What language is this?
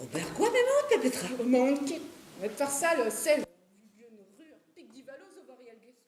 Breton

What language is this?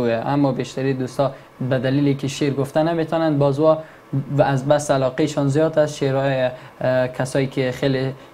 Persian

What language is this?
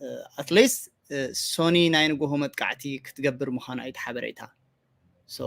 Tigrinya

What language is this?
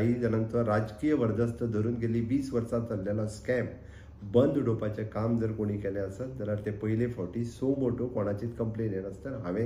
Konkani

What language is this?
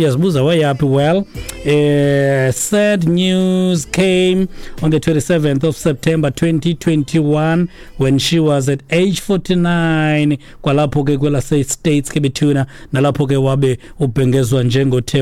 Xhosa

